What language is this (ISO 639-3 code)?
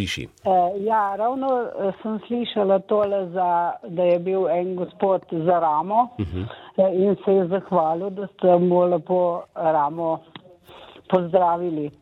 slv